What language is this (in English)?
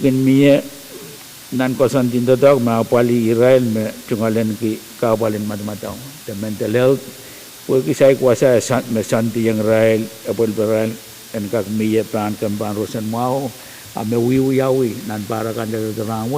Pohnpeian